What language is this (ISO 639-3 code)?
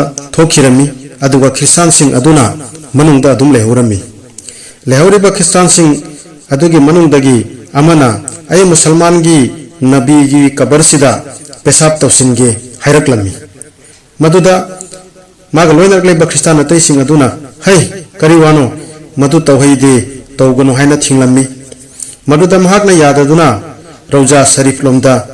mni